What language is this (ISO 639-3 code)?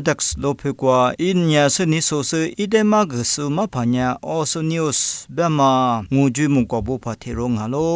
lis